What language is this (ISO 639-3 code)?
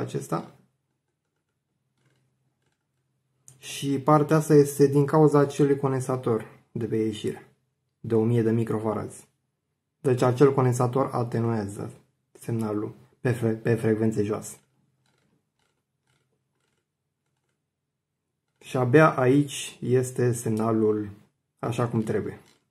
ron